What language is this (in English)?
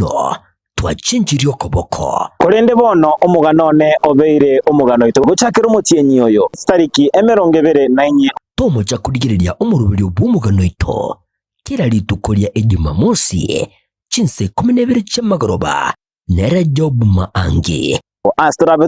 Gusii